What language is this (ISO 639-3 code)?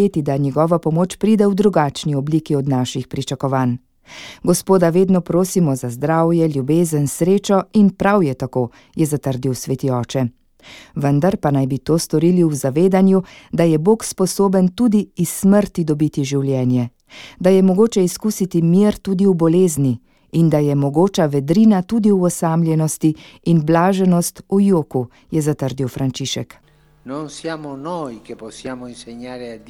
slv